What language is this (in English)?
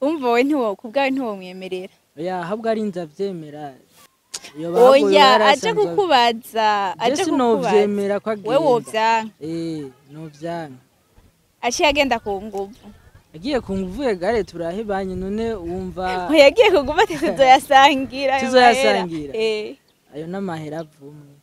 Rundi